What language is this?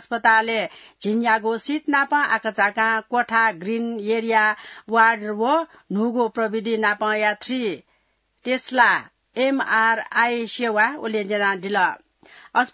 Newari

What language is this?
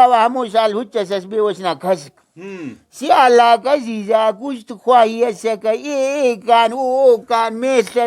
Brahui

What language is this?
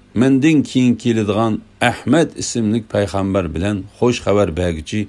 Uyghur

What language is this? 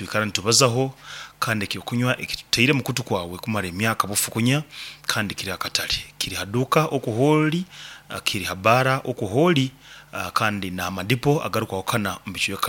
Nyankole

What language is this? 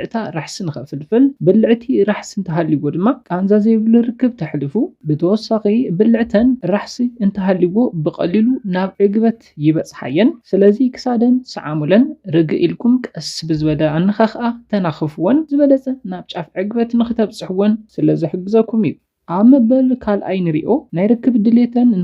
Tigrinya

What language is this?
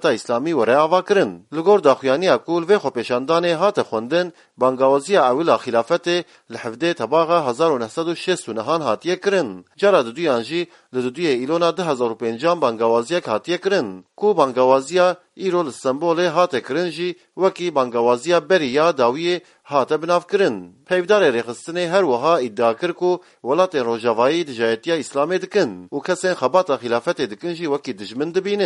Kurdish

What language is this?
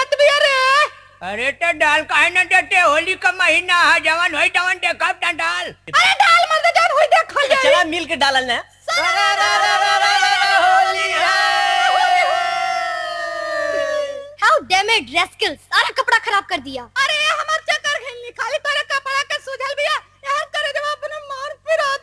Bhojpuri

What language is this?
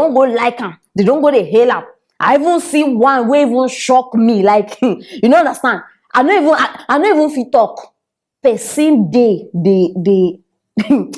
Nigerian Pidgin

